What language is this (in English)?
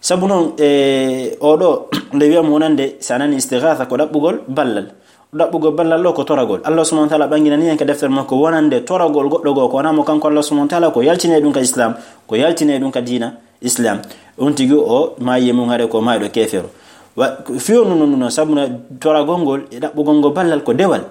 Fula